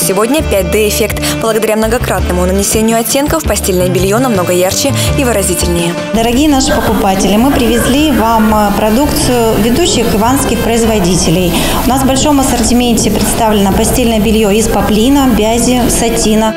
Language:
Russian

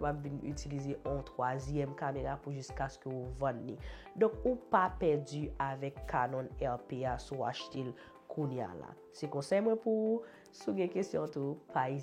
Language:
Haitian Creole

